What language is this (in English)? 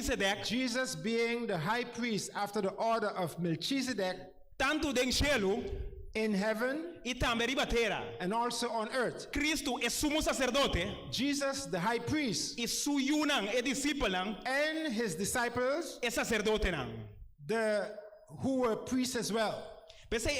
Papiamento